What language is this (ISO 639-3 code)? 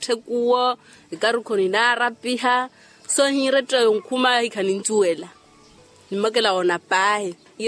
vmw